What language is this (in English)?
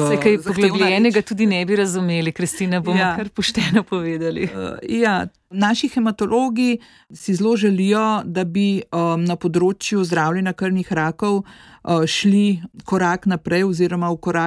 Slovenian